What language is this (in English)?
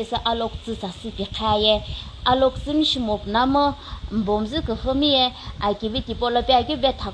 Sumi Naga